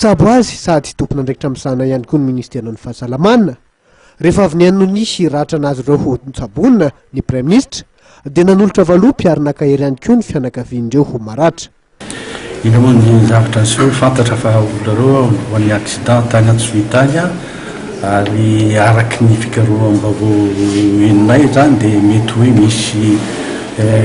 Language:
Malagasy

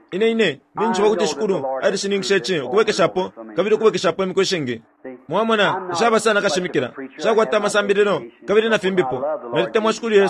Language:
Bemba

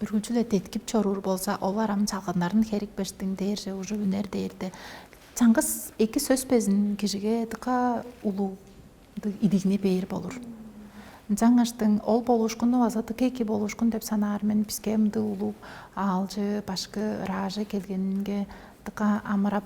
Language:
Tuvinian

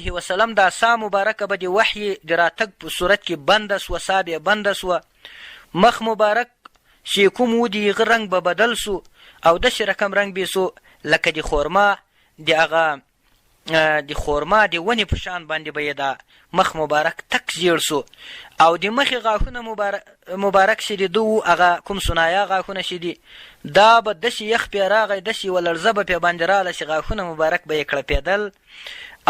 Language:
Pashto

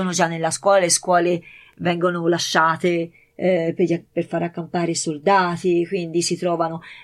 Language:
Italian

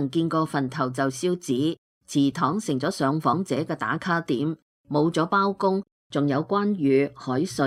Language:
Cantonese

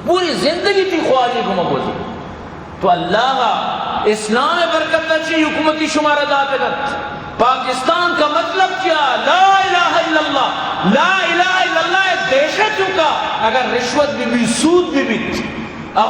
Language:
Eastern Balochi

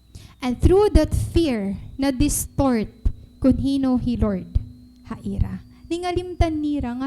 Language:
Waray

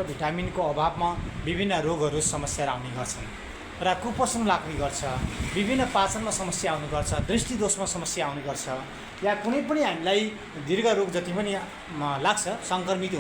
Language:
Nepali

